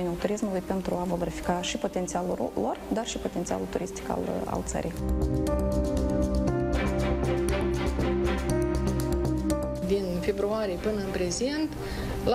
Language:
Romanian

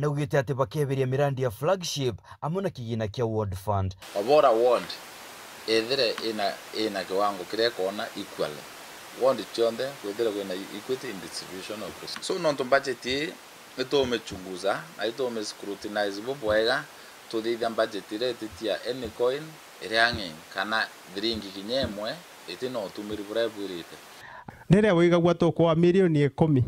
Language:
Meru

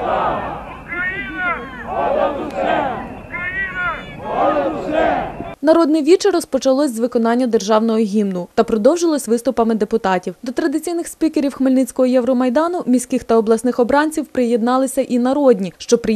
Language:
Ukrainian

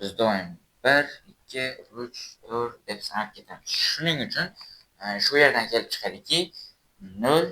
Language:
Uzbek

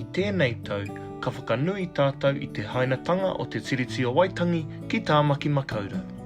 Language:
Māori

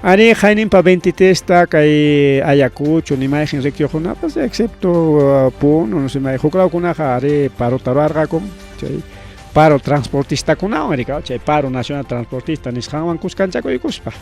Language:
Ayacucho Quechua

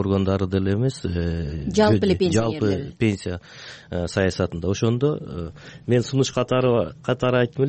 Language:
Kyrgyz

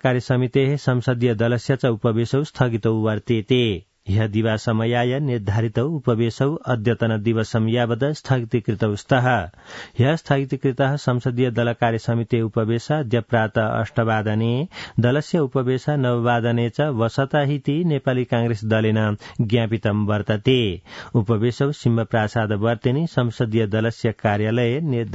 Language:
Sanskrit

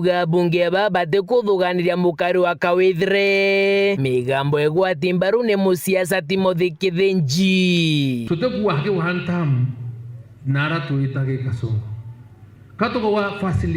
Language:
Meru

